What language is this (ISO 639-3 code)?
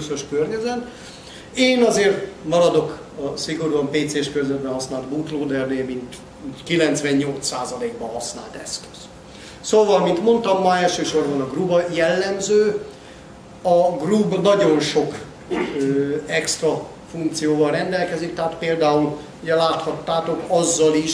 hun